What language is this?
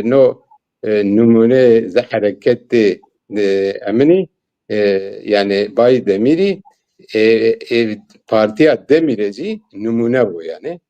Zaza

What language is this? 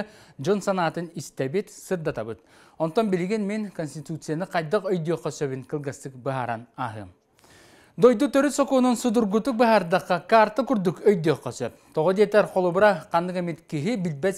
Yakut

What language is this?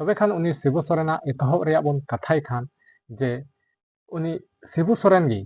Santali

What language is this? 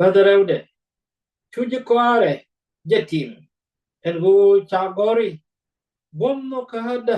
Nuer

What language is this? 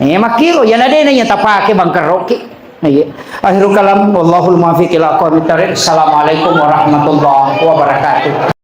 Buginese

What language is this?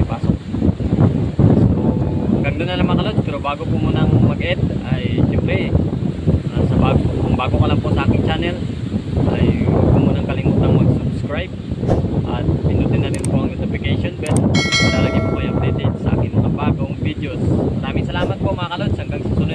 Filipino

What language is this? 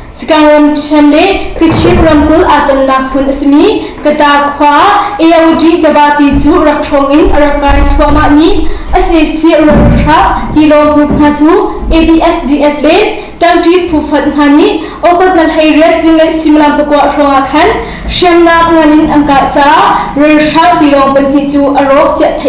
Hakha Chin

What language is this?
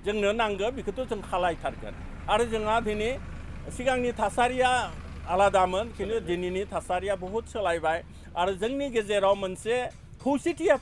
Bodo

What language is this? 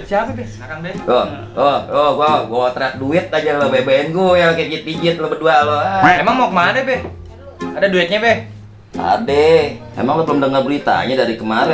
Betawi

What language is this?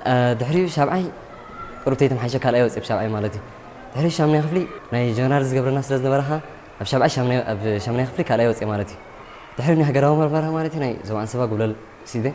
Tigrinya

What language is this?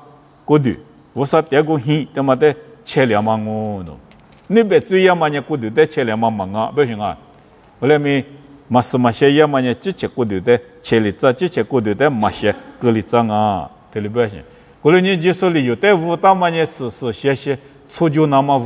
Lisu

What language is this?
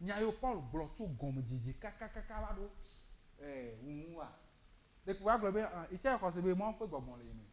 Ewe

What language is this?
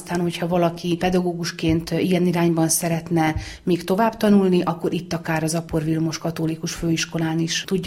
Hungarian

